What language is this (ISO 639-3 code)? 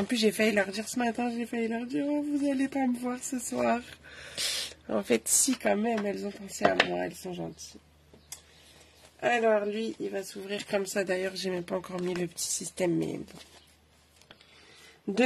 fra